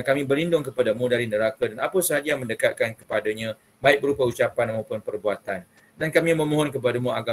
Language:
Malay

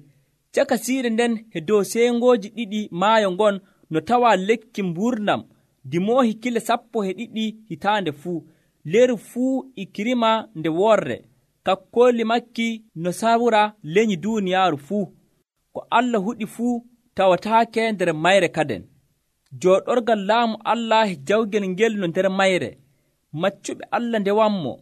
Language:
Nigerian Fulfulde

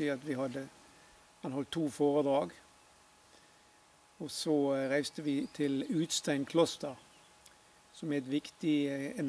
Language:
Norwegian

